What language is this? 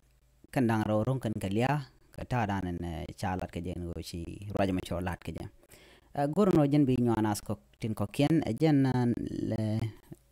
Nuer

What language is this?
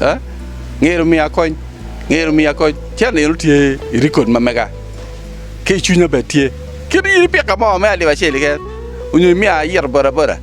Acoli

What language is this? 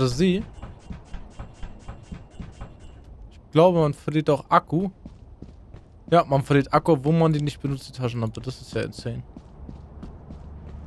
German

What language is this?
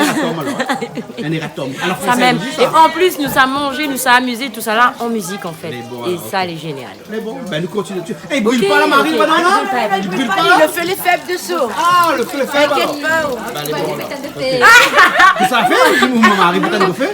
Réunion Creole French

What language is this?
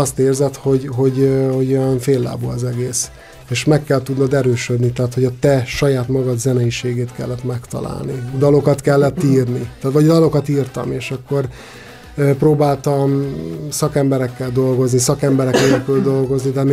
Hungarian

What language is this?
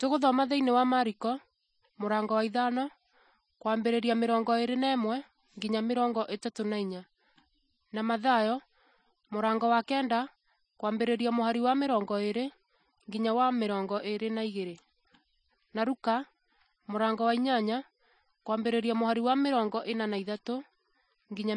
Kikuyu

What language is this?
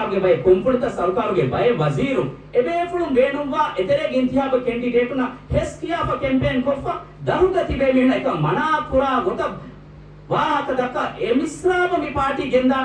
Divehi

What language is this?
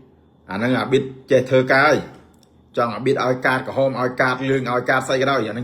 Khmer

